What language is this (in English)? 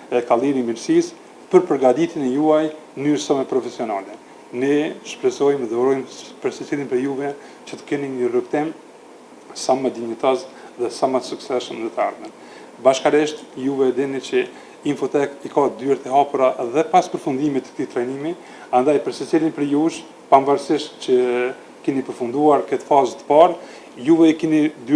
Albanian